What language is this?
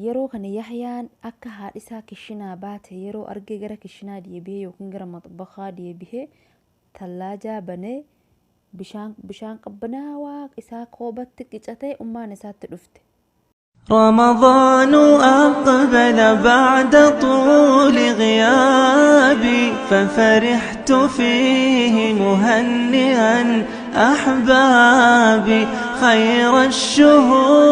Oromo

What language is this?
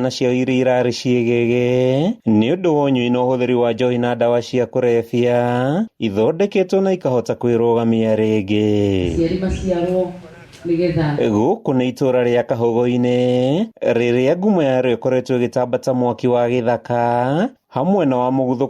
Kikuyu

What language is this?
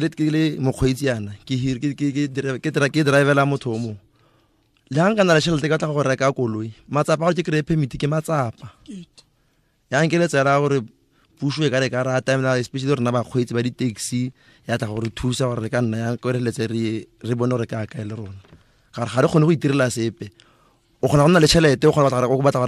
Tswana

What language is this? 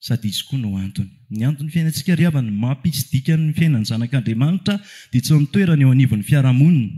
Malagasy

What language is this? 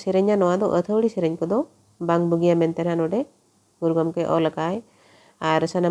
Santali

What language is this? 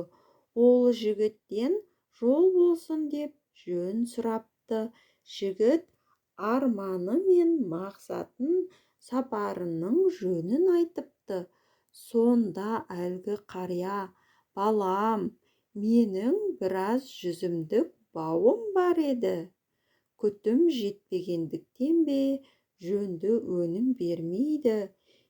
Kazakh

